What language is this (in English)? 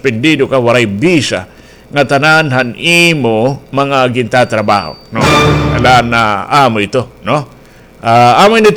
Waray